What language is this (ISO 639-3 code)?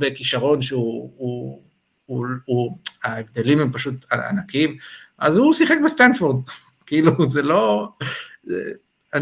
heb